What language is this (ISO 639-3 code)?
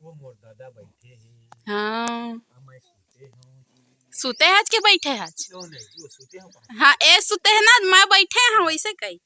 hne